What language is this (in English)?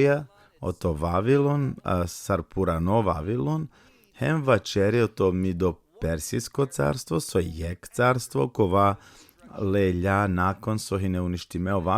Balkan Romani